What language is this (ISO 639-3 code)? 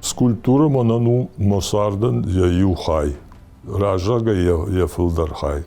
oss